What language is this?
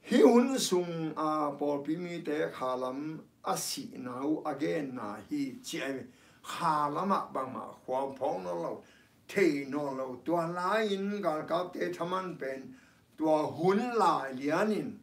Tedim Chin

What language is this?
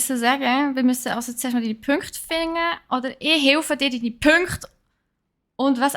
Swiss German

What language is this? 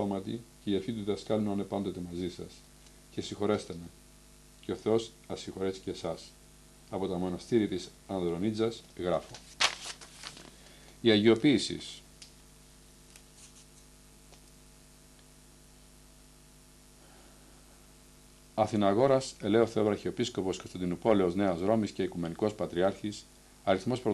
Greek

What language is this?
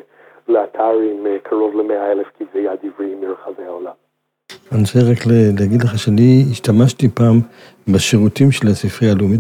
Hebrew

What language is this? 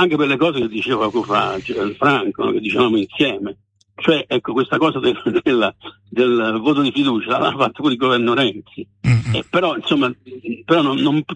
Italian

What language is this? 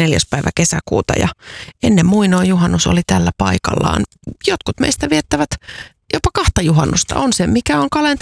Finnish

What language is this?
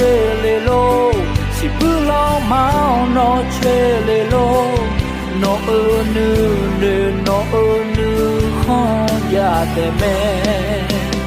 Akha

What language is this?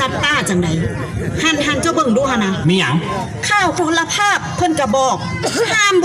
Lao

